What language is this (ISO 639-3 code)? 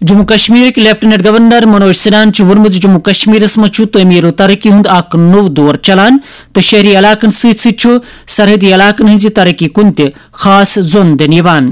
kas